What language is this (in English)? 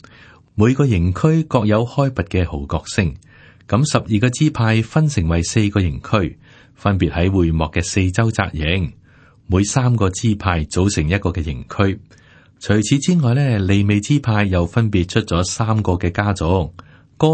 Cantonese